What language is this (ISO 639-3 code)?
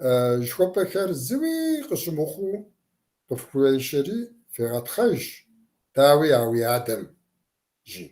kbd